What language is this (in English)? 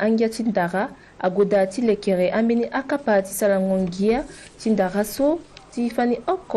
Sango